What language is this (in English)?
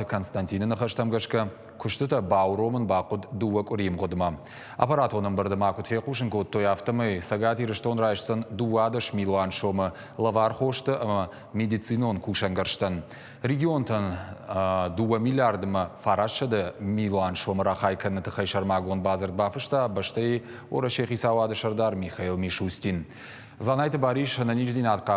Ossetic